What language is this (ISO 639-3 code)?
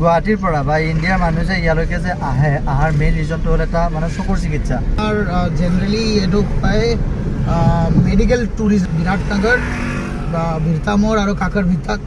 asm